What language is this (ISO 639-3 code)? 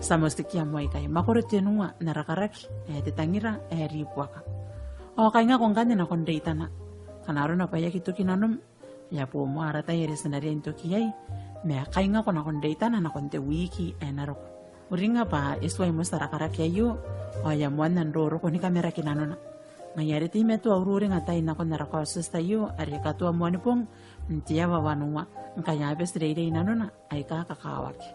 gil